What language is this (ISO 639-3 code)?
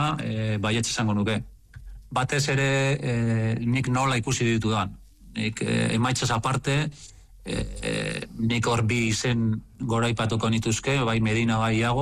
eus